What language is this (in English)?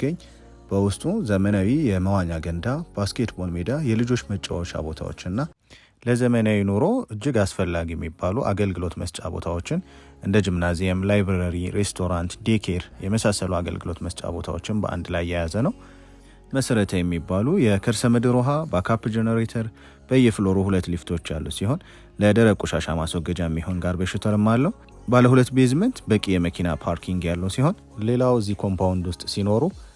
Amharic